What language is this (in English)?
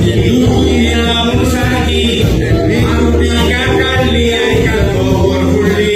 Konkani